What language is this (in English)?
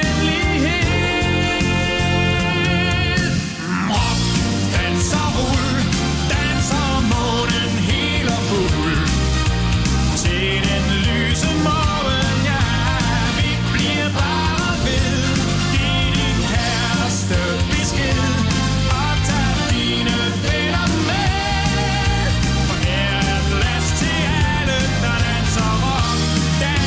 Danish